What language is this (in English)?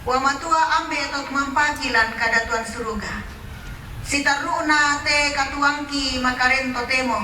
Toraja-Sa'dan